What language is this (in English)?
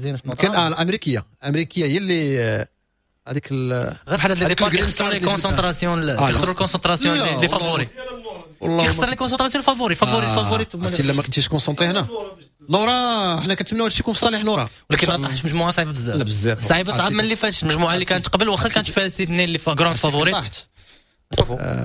Moroccan Arabic